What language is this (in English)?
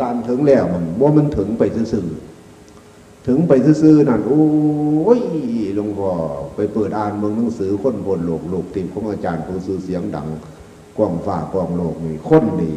Northeastern Thai